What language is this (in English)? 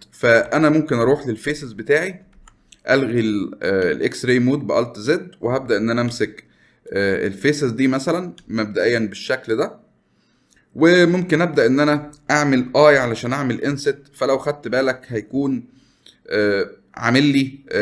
Egyptian Arabic